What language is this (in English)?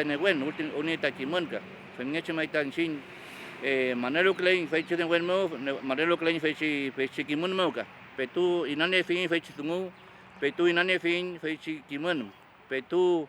Mapuche